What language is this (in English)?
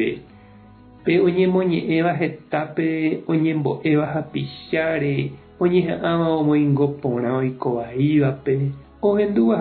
Guarani